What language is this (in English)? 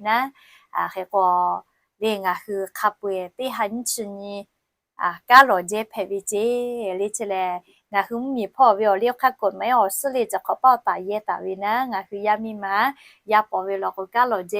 Lahu